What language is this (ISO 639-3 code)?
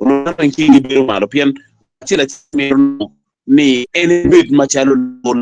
ach